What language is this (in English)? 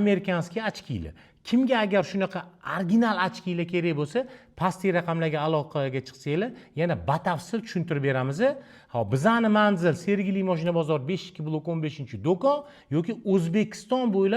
Uzbek